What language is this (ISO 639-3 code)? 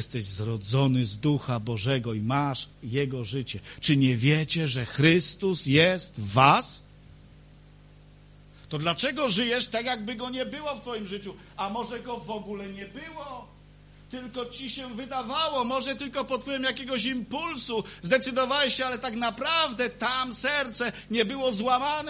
pol